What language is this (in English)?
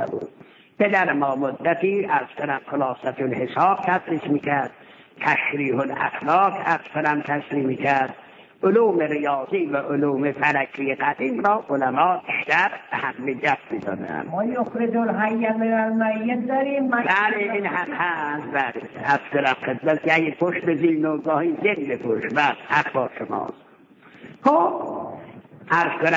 Persian